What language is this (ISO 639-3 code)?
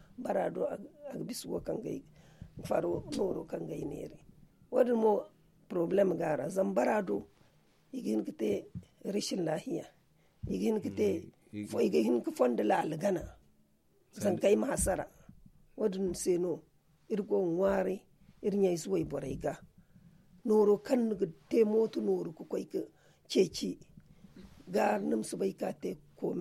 dje